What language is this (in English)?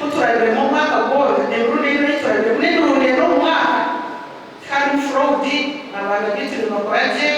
Nyankole